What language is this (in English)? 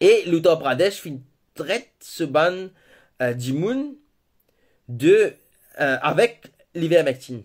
Morisyen